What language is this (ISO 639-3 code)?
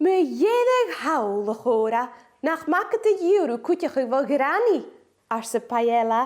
gla